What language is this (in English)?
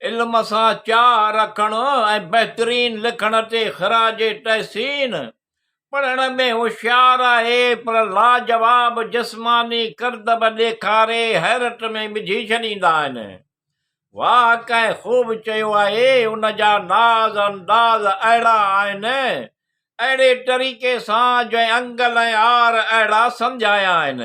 Sindhi